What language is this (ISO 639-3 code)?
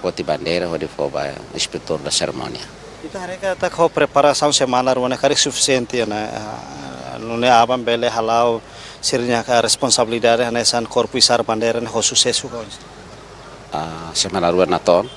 tet